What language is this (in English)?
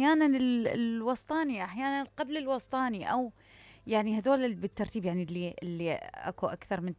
Mesopotamian Arabic